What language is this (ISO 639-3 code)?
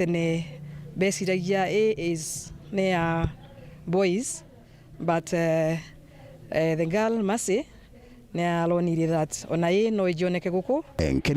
mer